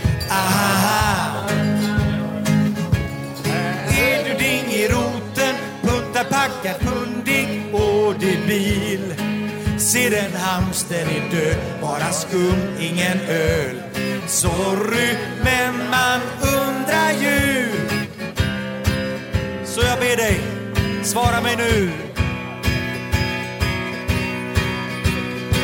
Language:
Swedish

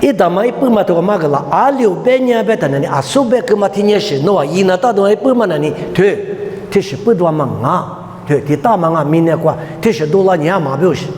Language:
Lisu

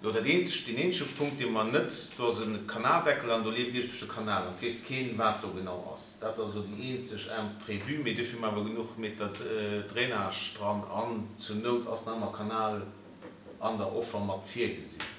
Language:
Luxembourgish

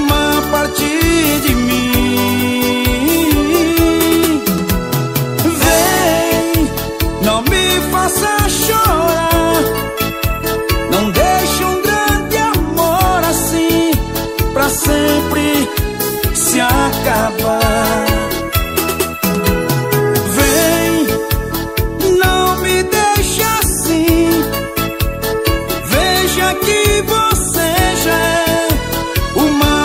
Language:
Portuguese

